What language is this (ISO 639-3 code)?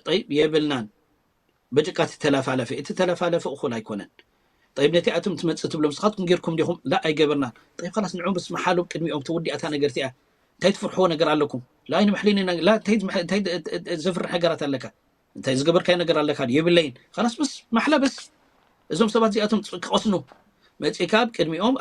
tir